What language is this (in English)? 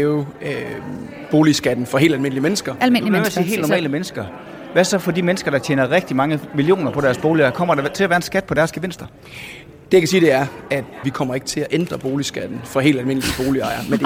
Danish